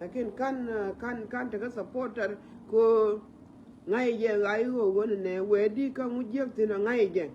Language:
Nuer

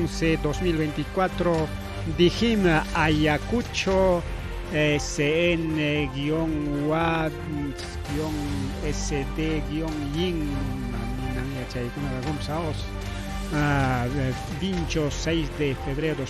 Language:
Ayacucho Quechua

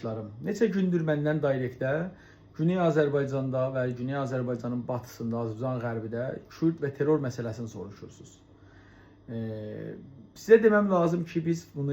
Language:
South Azerbaijani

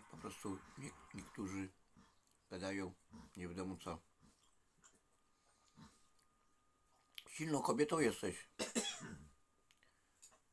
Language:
Polish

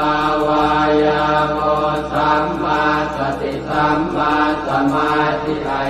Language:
Pali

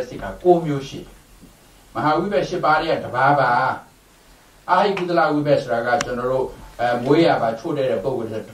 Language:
Burmese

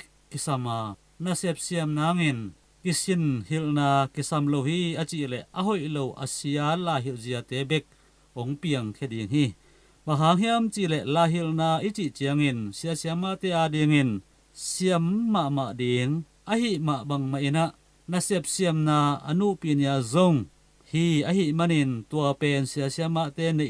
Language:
Tedim Chin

